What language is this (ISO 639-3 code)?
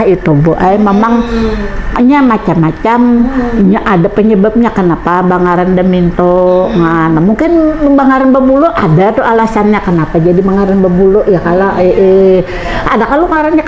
bjn